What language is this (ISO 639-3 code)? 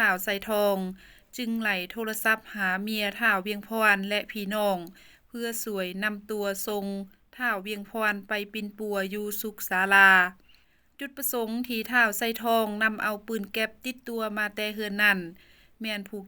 lao